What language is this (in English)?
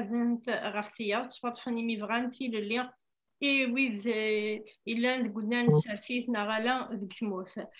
Kabyle